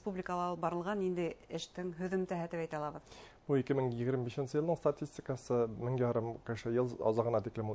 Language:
Bashkir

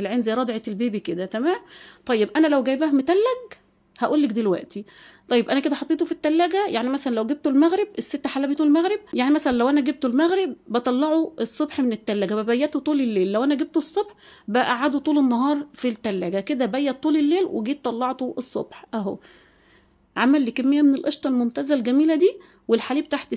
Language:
Egyptian Arabic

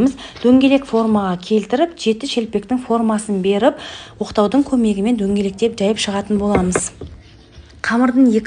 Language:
Kazakh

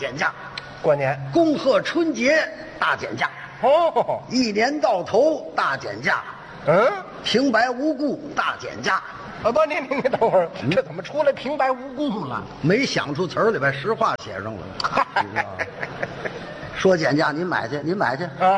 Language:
Chinese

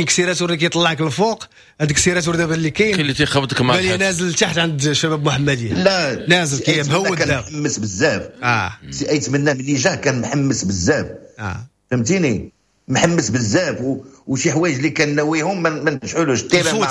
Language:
Moroccan Arabic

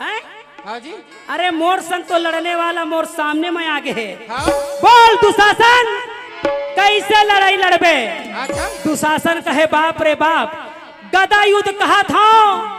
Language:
Chhattisgarhi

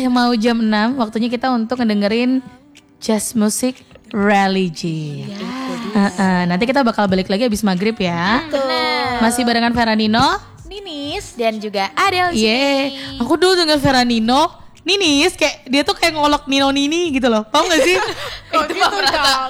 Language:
Indonesian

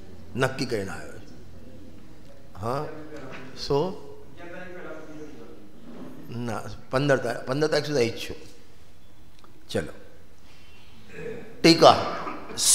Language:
Gujarati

